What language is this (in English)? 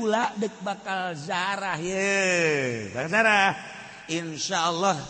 Sundanese